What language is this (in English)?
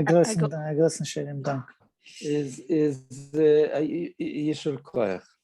Yiddish